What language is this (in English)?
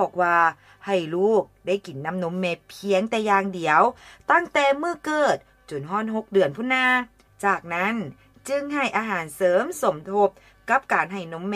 Lao